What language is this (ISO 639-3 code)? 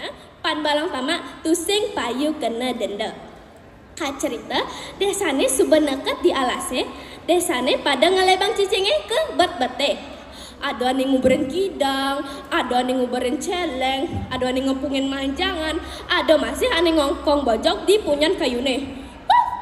ban